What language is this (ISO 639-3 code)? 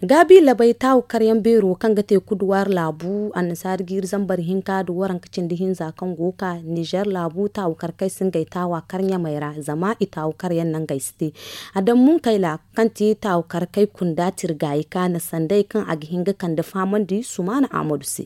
dje